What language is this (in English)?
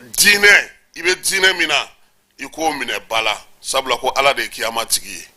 Bambara